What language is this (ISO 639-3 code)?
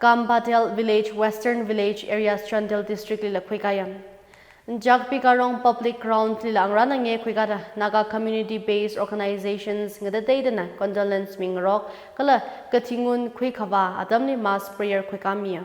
nmf